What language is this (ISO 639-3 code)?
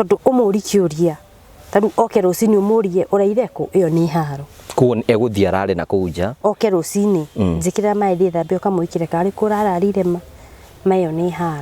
kik